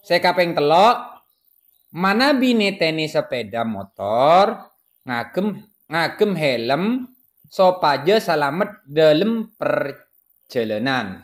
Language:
Madurese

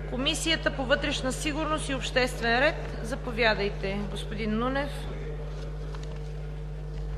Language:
Bulgarian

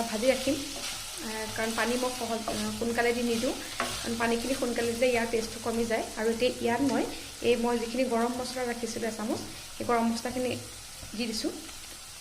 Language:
Assamese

